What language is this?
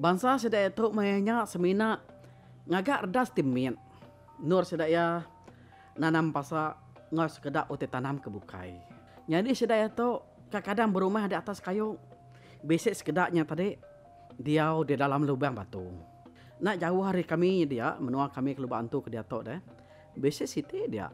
Iban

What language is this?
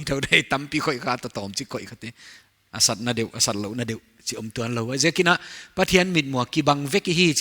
Paite Chin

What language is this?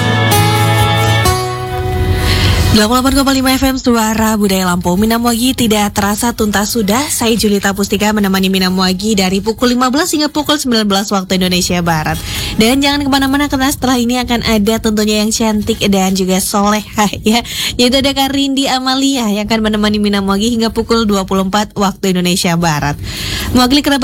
Indonesian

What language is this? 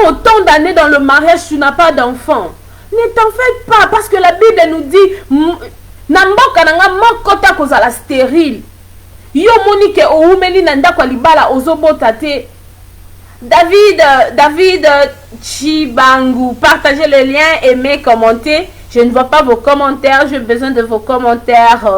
Lingala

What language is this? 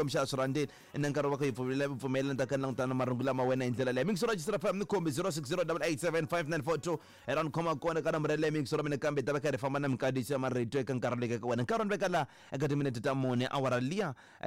Tsonga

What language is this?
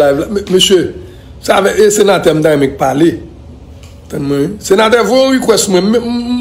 Haitian Creole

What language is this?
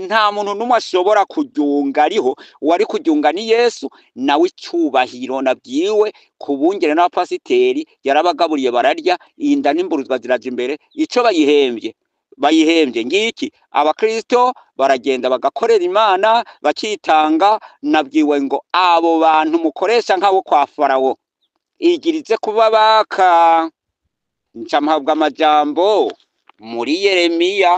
Rundi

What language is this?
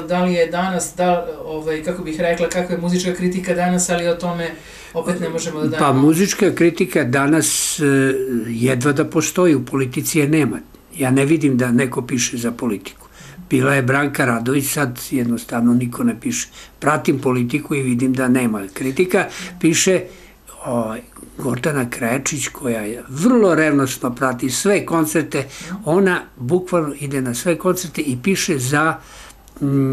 Serbian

